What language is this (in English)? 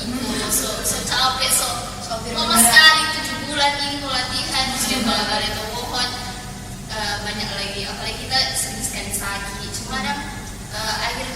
Manado Malay